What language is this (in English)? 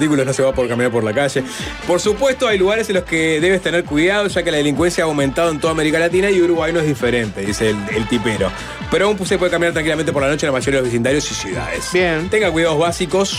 Spanish